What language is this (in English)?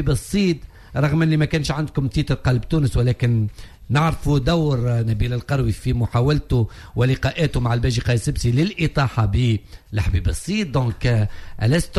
Tunisian Arabic